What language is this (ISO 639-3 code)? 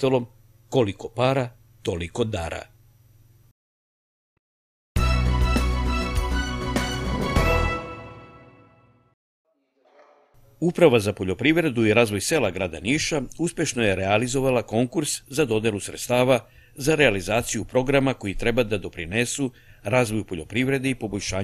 srp